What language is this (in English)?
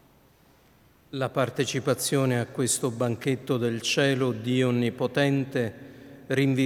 Italian